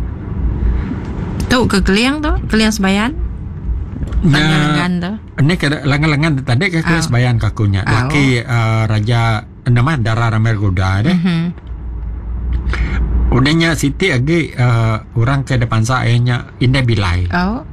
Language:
Iban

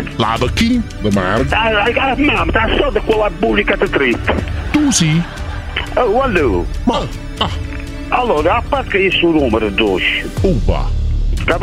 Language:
Italian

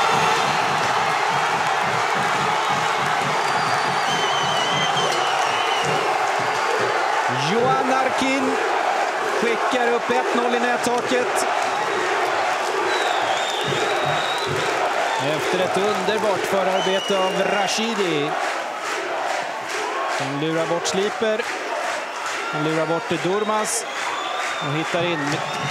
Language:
Swedish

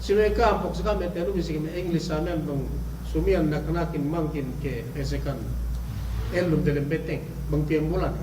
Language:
Yakan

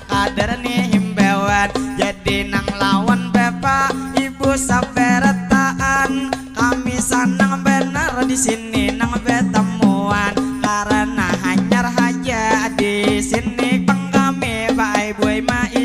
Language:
Banjar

